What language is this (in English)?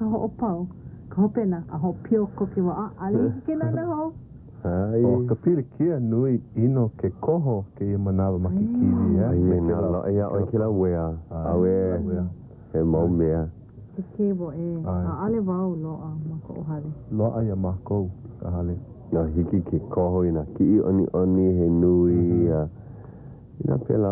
Hawaiian